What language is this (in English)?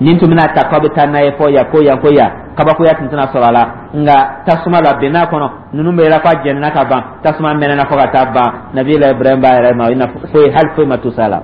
Dyula